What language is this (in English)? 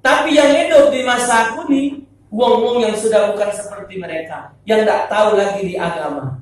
Musi